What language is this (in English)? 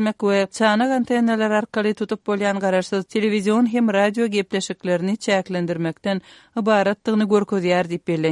Turkmen